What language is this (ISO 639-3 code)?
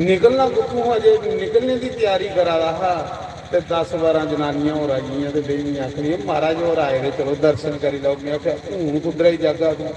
doi